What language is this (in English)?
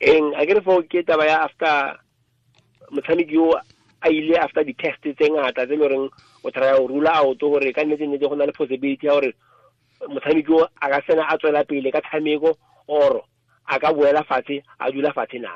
Tswana